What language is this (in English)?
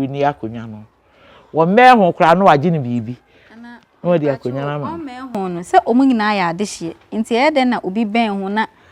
Akan